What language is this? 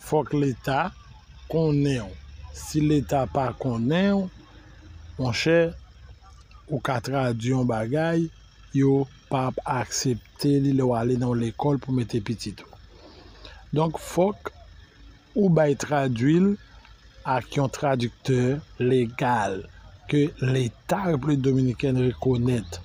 Haitian Creole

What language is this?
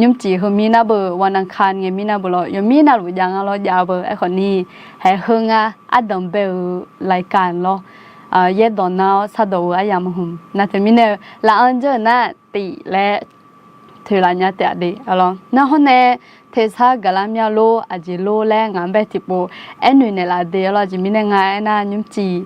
Akha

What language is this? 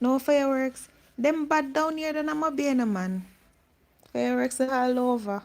Jamaican Creole English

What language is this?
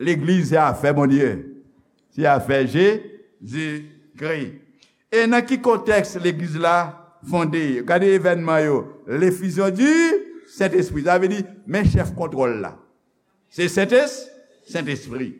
Haitian Creole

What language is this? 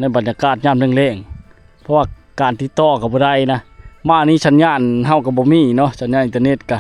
Lao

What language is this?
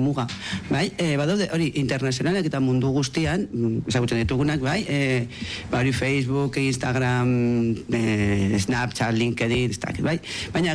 Basque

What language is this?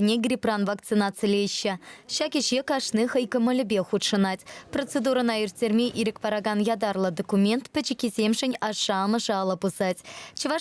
Chuvash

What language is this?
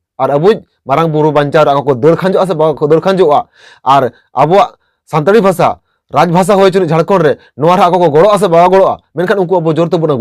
Santali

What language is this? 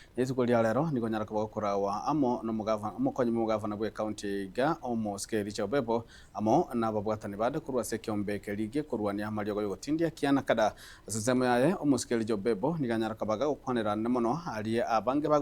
Gusii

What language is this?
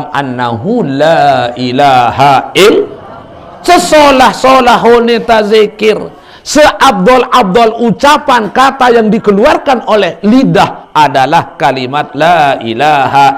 Sasak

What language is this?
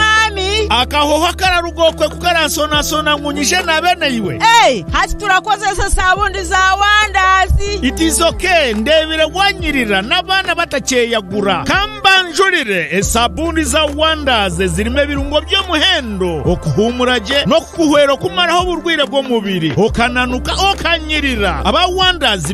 Nyankole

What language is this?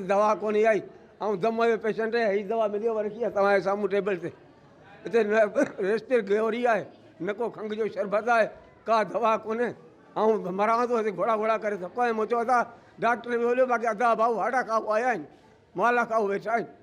Sindhi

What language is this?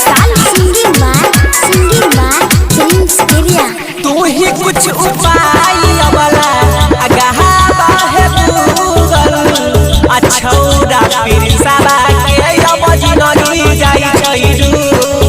Maithili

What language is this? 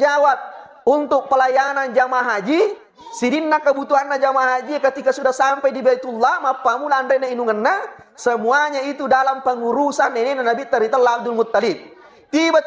Buginese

